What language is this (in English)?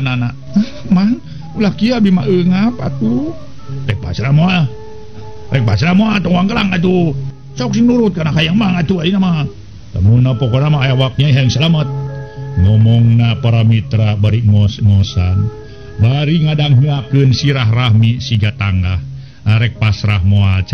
Sundanese